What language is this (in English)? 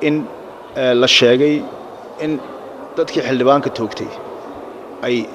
Somali